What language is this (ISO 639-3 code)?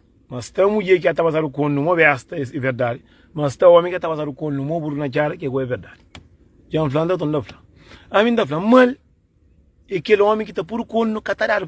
kea